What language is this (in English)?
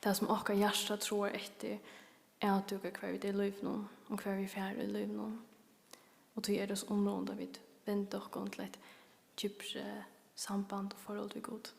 Faroese